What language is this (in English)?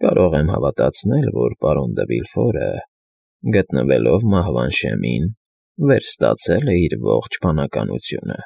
Armenian